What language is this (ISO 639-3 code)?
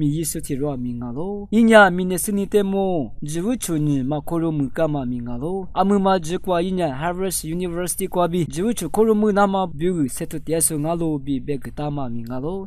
lis